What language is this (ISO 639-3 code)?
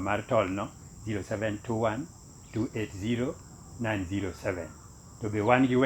luo